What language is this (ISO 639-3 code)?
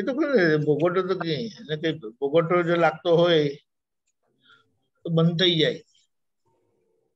guj